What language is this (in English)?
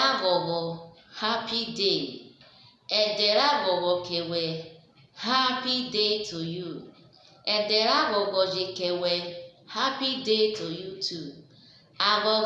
Urhobo